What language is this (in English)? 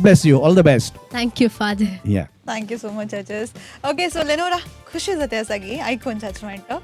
Konkani